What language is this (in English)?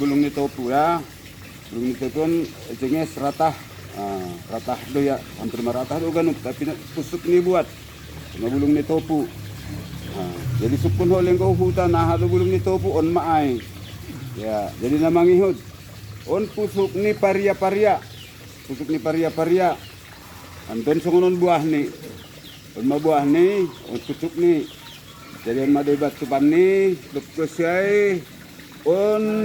Batak Simalungun